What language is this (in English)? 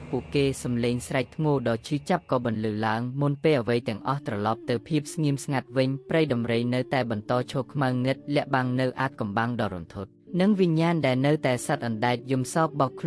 Khmer